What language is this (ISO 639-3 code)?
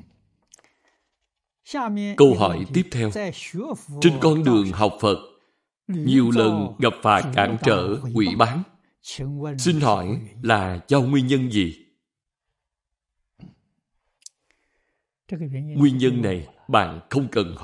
vie